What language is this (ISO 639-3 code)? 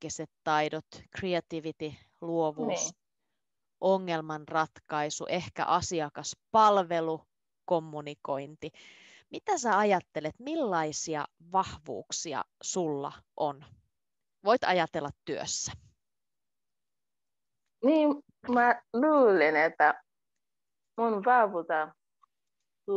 fin